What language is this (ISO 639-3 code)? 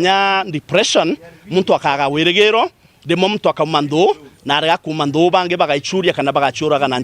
mer